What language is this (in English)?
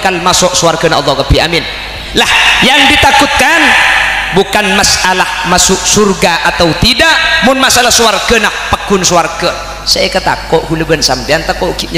Madurese